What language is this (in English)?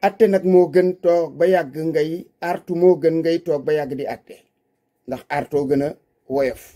Wolof